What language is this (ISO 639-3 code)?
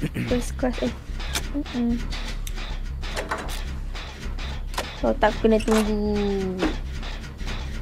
msa